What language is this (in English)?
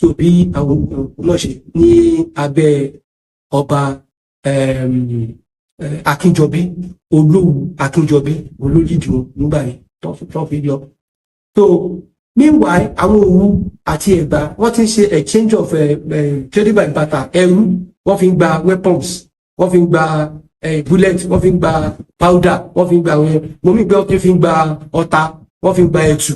Yoruba